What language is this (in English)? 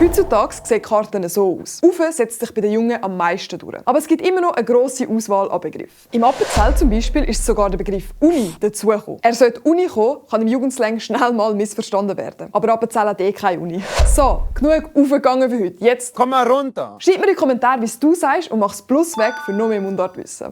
Swiss German